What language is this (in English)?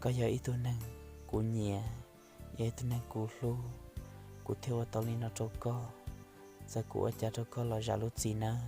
Hmong